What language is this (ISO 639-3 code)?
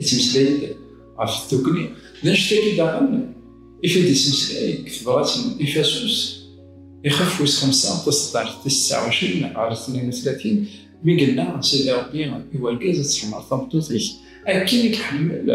kab